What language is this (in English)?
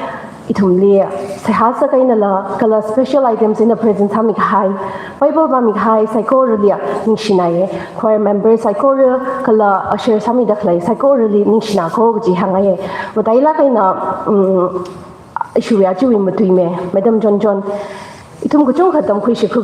Tangkhul Naga (India)